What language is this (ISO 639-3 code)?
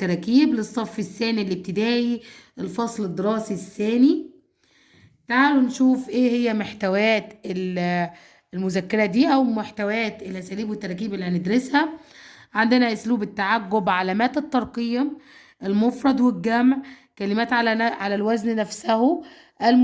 arz